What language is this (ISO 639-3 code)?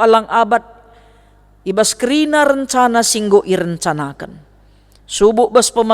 btx